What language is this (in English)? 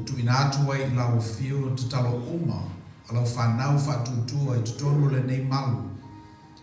Samoan